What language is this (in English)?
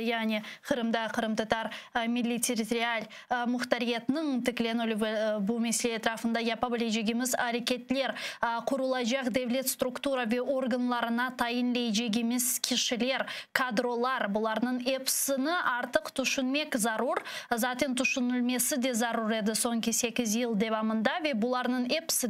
Crimean Tatar